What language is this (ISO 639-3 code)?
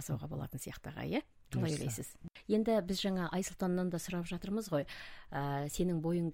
kaz